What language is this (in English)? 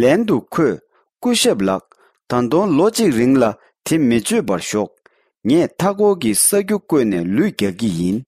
Tibetan